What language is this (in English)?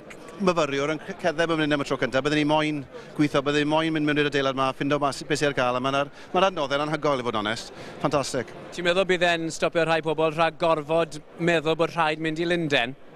Welsh